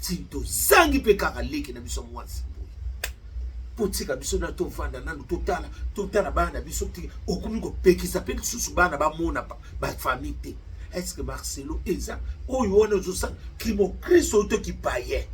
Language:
Lingala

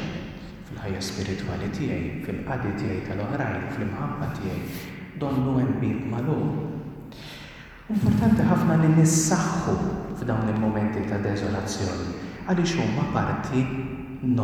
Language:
Maltese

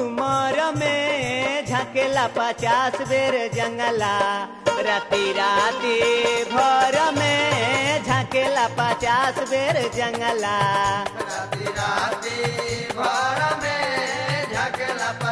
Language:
Bhojpuri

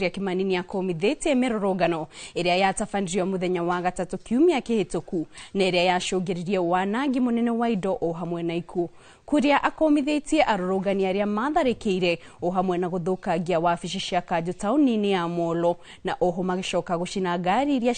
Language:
Kikuyu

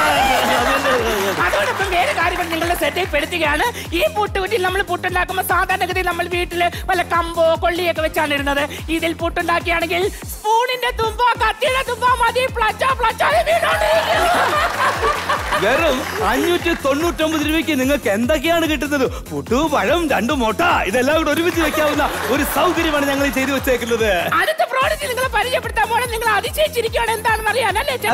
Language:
Malayalam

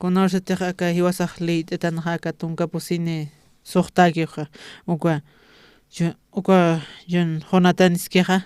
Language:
Aymara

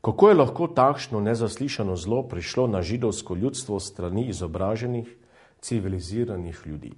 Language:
Slovenian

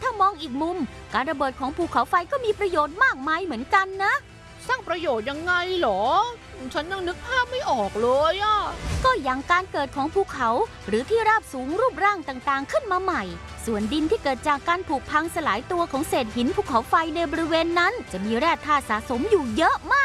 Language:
Thai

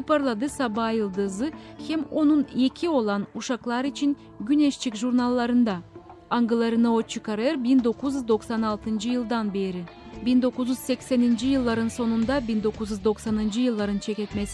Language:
Gagauz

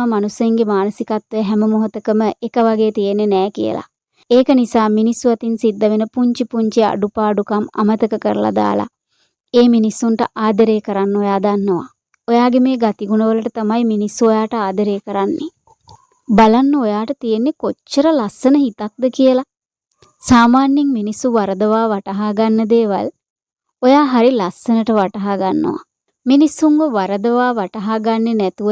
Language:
Sinhala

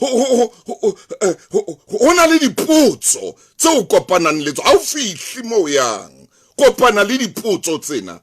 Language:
Southern Sotho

